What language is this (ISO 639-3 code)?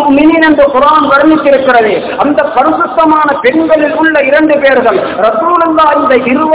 tam